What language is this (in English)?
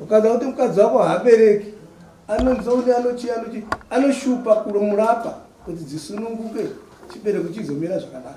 Shona